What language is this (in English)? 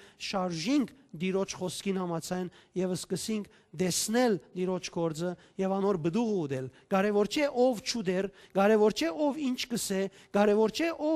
Western Armenian